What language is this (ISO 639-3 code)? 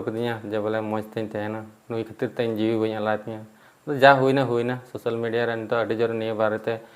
sat